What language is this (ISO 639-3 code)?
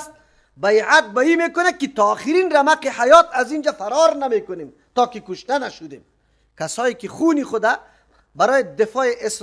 fas